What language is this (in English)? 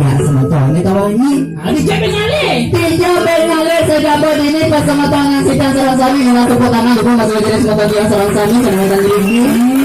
Balinese